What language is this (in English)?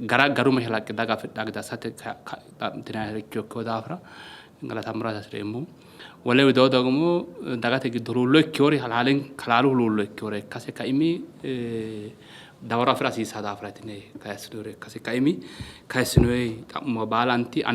Sidamo